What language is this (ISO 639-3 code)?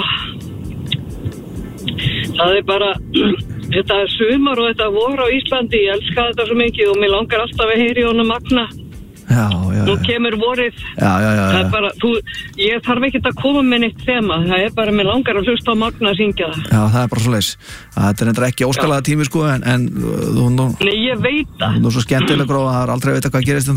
isl